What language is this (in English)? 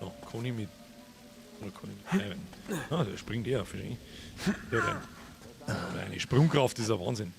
Bavarian